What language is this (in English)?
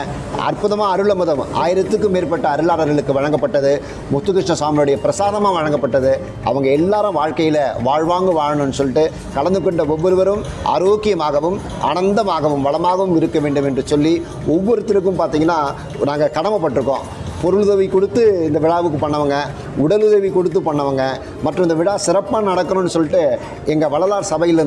Tamil